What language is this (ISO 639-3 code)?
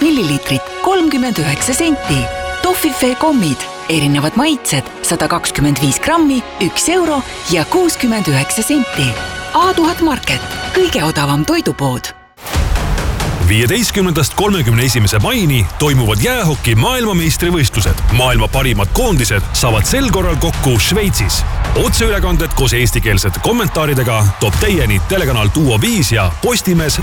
est